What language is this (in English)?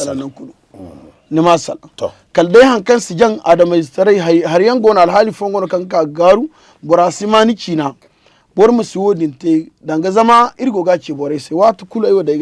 Zarma